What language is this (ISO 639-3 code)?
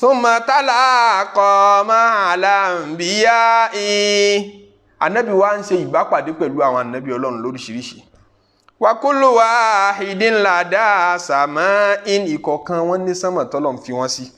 yor